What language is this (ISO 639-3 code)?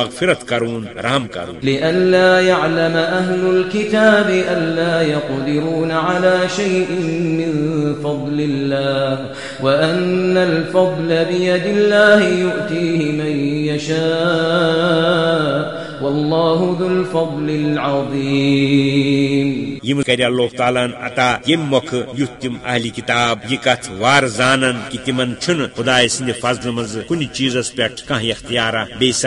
kas